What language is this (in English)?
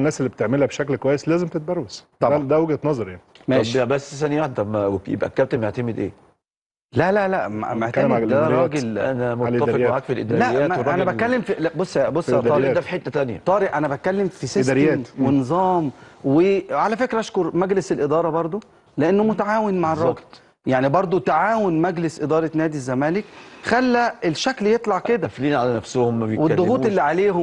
Egyptian Arabic